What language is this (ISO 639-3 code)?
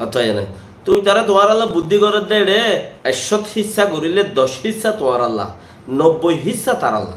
rhg